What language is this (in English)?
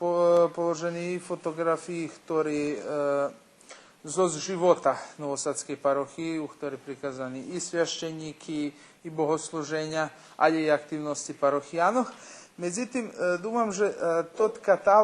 Rusyn